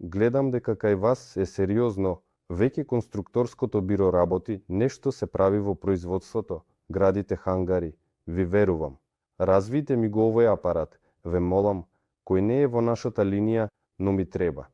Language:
Macedonian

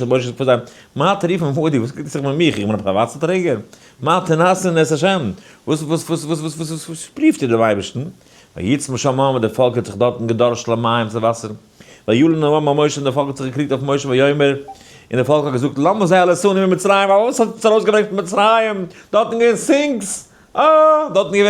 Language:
Yiddish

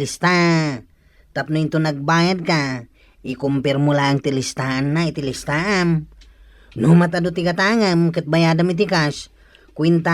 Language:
Iloko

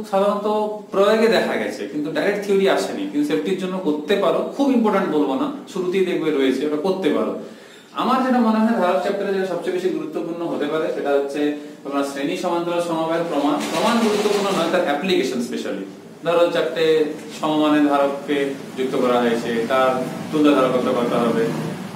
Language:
Bangla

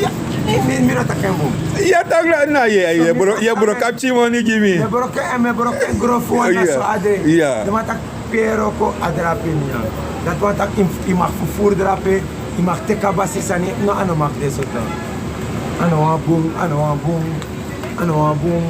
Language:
Sranan Tongo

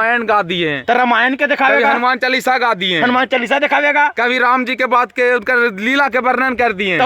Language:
Magahi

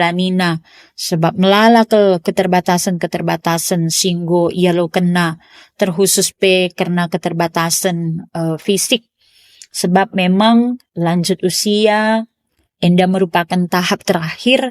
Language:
Batak Karo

